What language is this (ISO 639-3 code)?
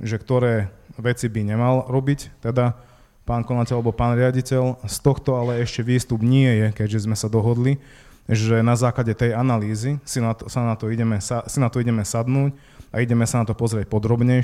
slk